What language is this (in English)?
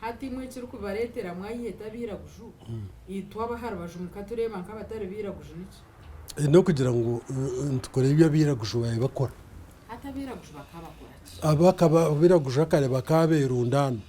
Nyankole